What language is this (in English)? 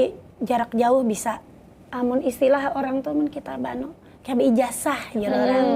Banjar